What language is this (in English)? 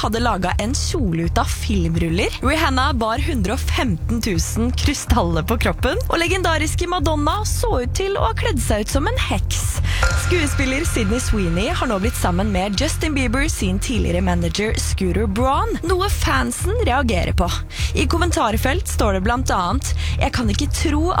Norwegian